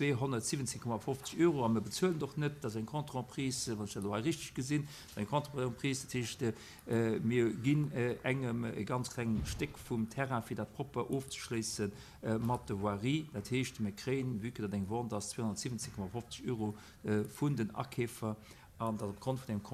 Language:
Luxembourgish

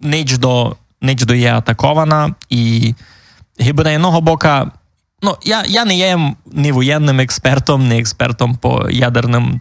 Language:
Rusyn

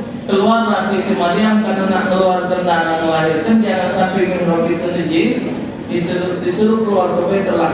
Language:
Musi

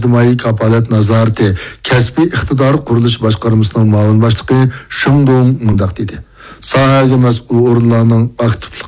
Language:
Uyghur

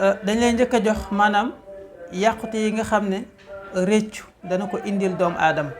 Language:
Wolof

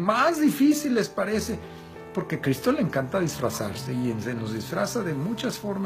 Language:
Spanish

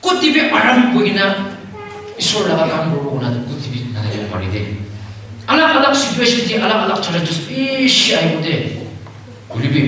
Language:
Naga Pidgin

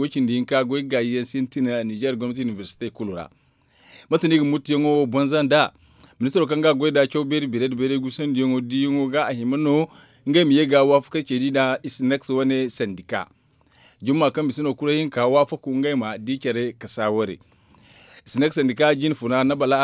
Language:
Zarma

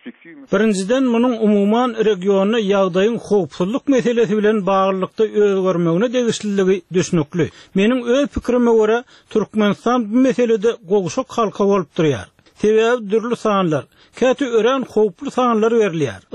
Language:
Turkmen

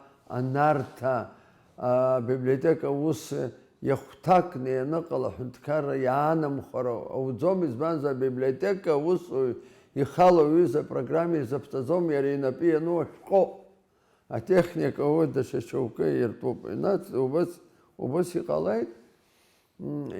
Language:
Abkhazian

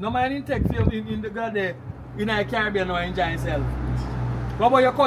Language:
Jamaican Creole English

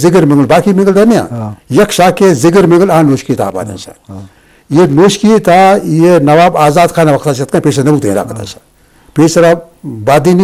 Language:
Eastern Balochi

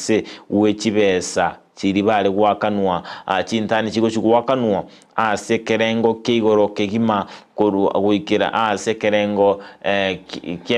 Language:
Gusii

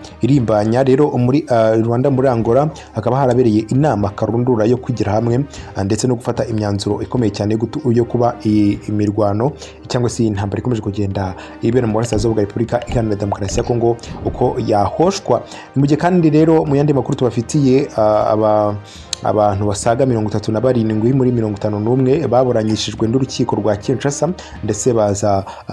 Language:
Kinyarwanda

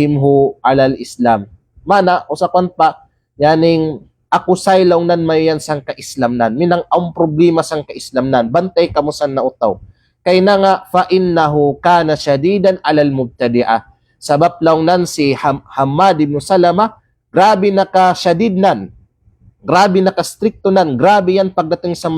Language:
Kalagan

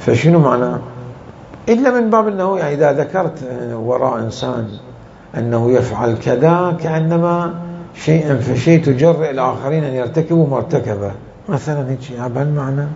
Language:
Mesopotamian Arabic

